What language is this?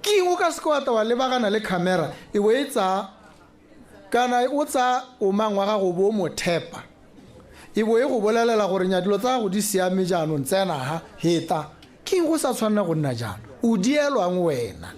Tswana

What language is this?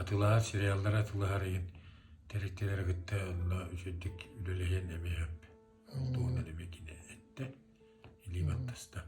Yakut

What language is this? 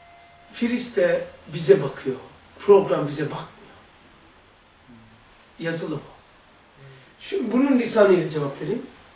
Turkish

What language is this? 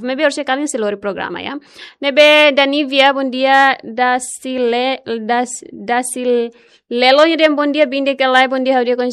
Tetum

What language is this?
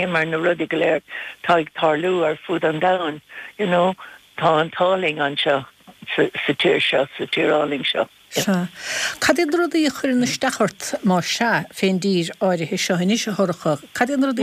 Irish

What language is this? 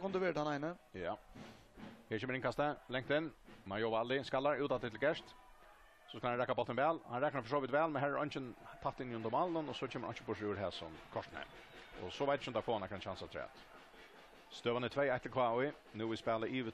Faroese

